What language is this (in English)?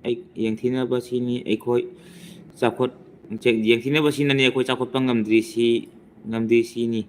Manipuri